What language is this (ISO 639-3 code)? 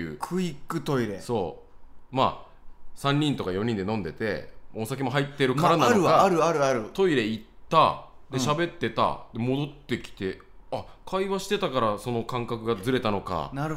jpn